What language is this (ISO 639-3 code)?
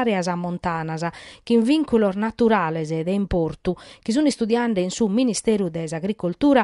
srd